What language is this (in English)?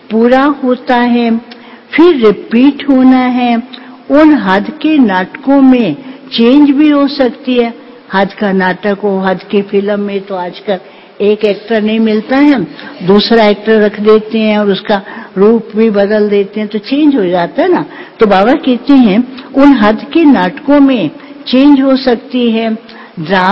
Hindi